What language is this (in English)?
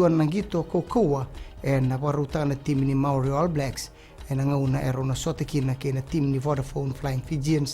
Fijian